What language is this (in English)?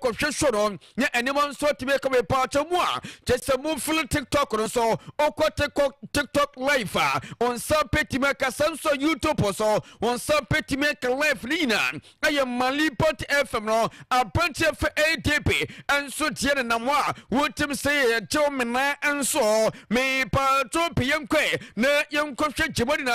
Akan